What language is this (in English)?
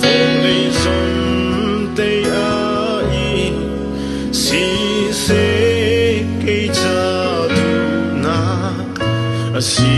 Hakha Chin